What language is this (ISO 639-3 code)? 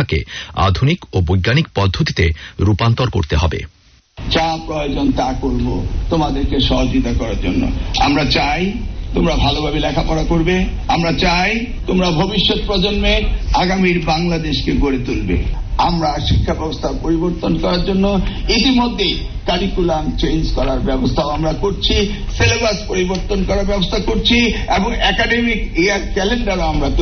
ben